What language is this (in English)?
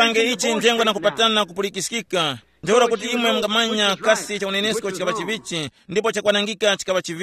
Tumbuka